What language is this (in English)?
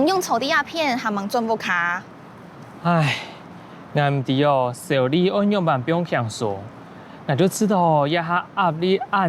Hakka Chinese